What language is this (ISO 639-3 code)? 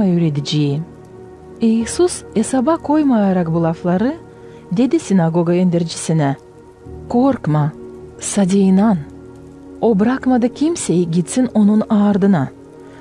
gag